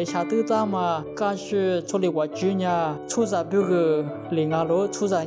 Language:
Lisu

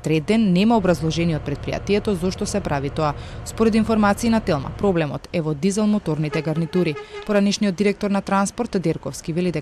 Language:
Macedonian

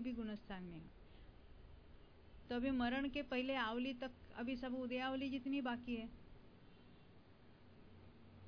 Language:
Hindi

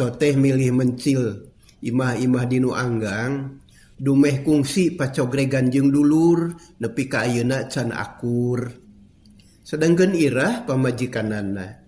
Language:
Sundanese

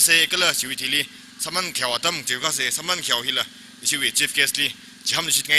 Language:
Tangkhul Naga (India)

